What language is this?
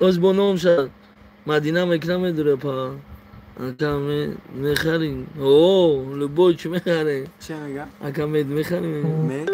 Tajik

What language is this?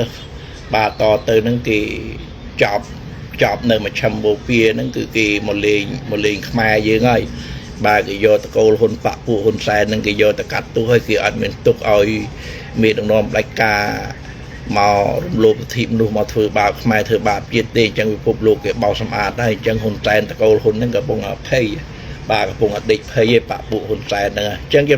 Khmer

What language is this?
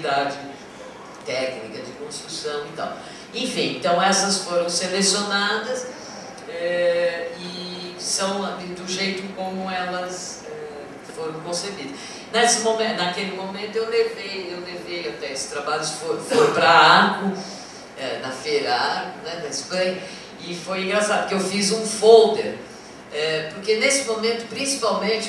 Portuguese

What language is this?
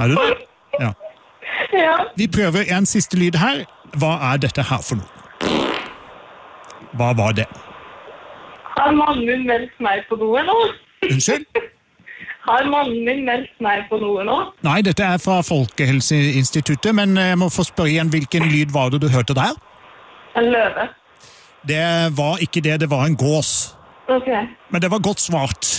Norwegian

